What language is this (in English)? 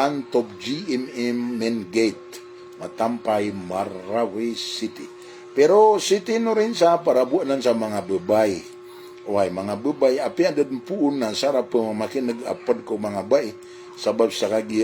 Maranao